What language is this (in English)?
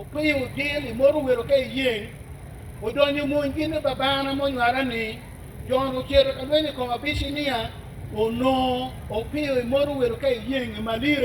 Acoli